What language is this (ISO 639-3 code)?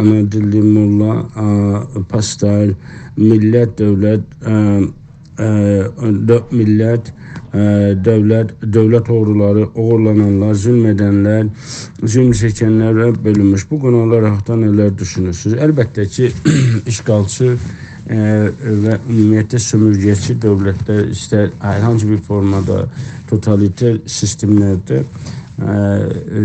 azb